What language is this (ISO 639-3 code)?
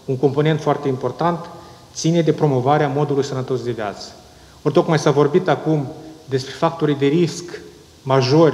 ron